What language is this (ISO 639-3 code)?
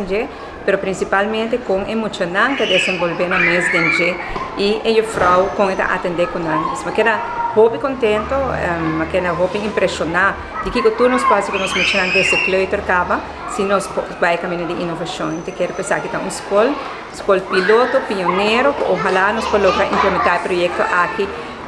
pap